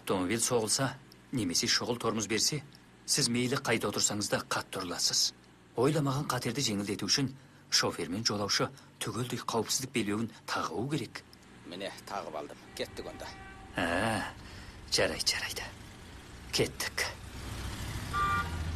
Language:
Kazakh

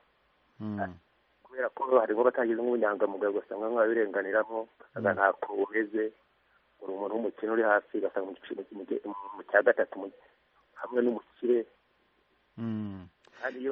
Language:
Kinyarwanda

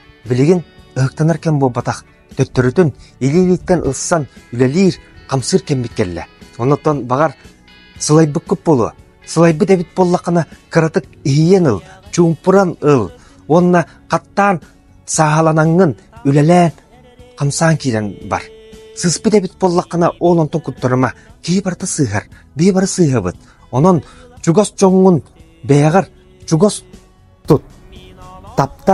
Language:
Yakut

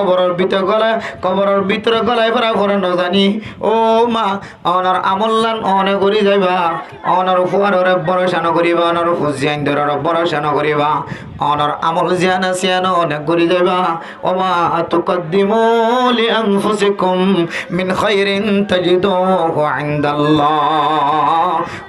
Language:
Rohingya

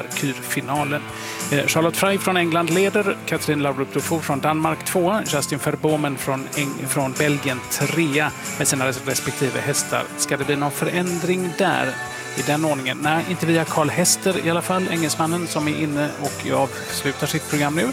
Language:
Swedish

